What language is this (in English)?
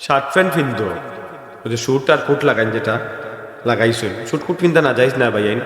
Sylheti